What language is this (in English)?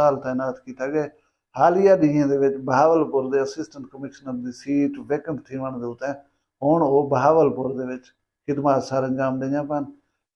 Saraiki